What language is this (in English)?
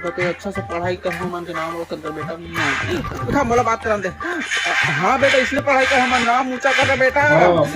Chhattisgarhi